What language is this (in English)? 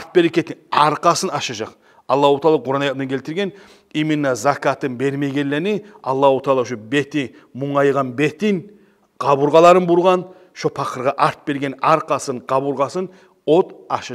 Kumyk